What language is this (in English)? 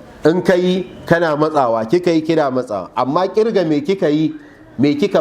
Hausa